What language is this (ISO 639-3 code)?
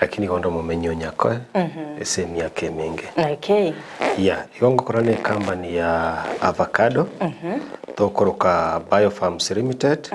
guz